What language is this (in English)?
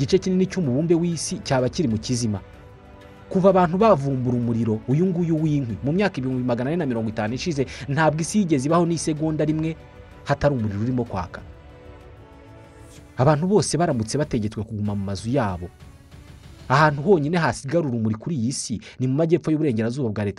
Kinyarwanda